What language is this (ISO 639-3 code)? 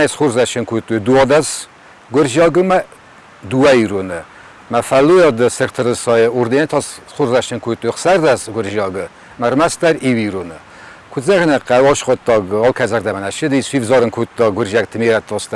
oss